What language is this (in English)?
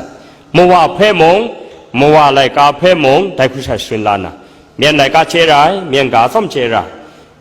Kachin